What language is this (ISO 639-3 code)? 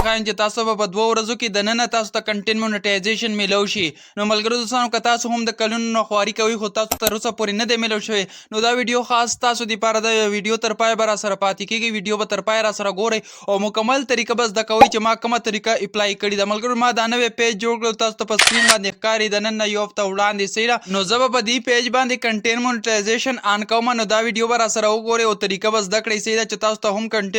pus